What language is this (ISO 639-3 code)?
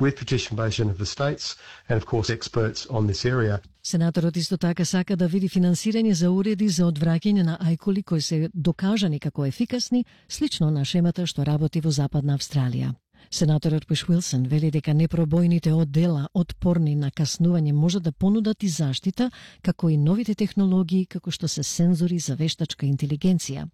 mkd